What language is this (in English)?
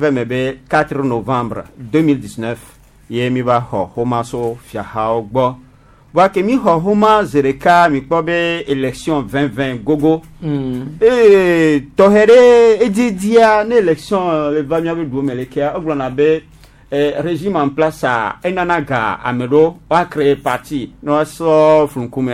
Gen